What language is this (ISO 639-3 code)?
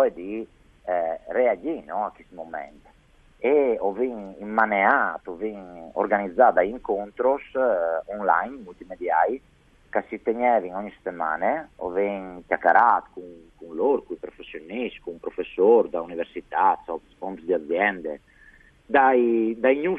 fur